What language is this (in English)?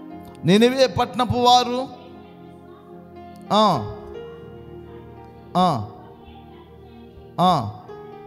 Telugu